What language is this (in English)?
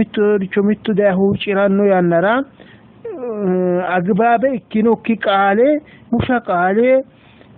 Sidamo